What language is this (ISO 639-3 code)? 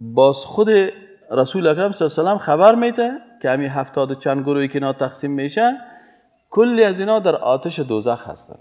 fas